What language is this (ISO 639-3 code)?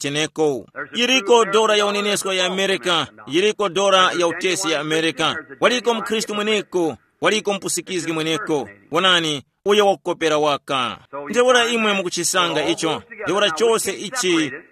tum